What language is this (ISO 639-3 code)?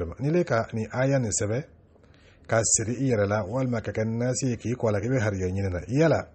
dyu